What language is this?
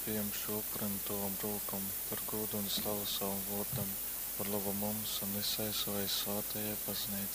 Latgalian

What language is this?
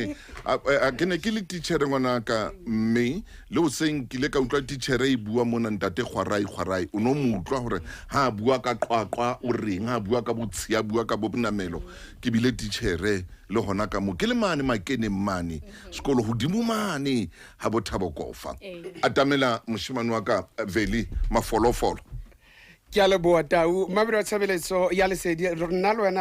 Southern Sotho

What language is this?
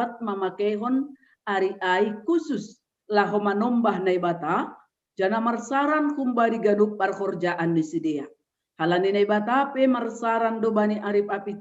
Batak Simalungun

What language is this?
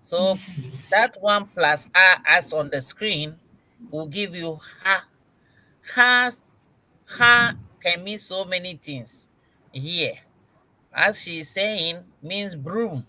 Ewe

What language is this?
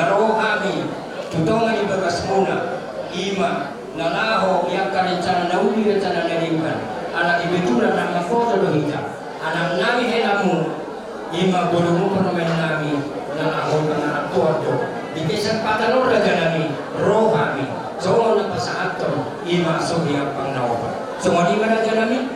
Batak Toba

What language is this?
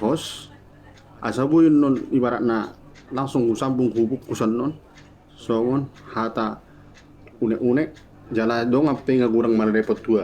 Batak Toba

